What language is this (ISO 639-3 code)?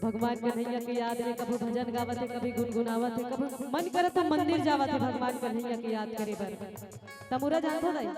hne